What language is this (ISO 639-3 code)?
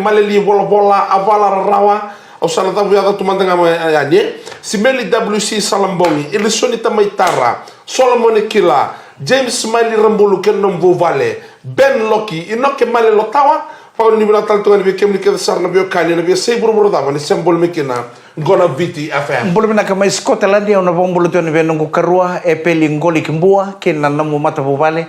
fij